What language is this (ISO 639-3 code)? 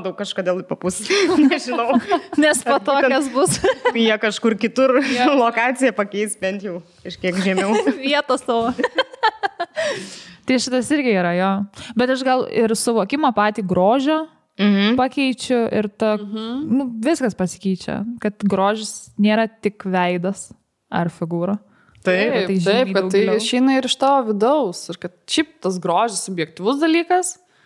lit